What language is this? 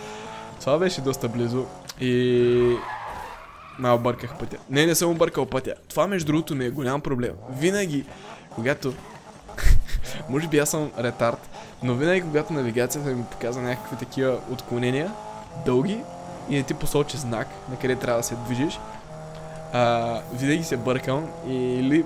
Bulgarian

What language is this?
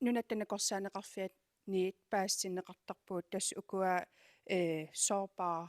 Kalaallisut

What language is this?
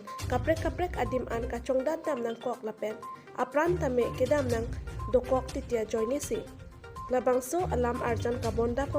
Karbi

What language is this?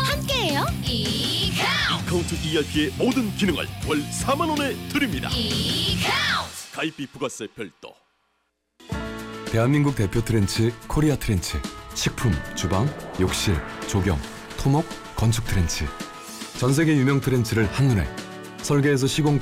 Korean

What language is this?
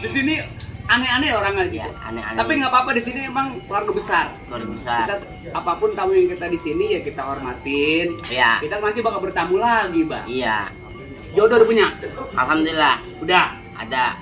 Betawi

